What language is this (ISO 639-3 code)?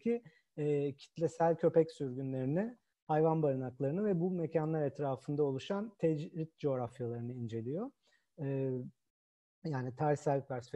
tur